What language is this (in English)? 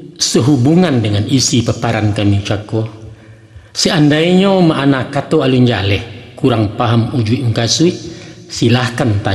Minangkabau